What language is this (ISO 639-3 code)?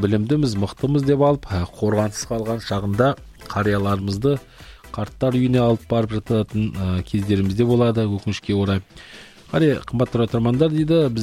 kaz